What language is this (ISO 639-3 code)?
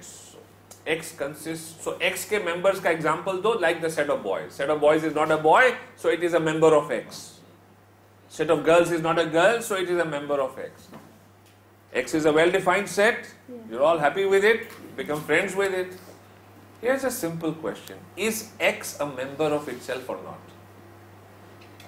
eng